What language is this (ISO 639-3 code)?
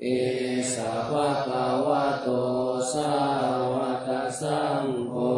pli